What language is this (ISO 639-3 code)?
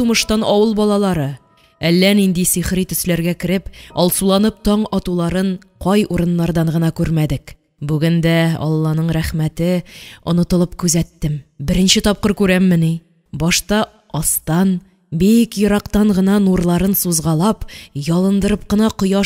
tat